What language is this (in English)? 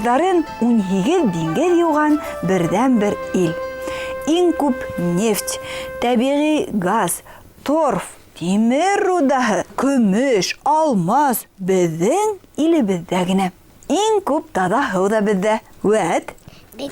Bashkir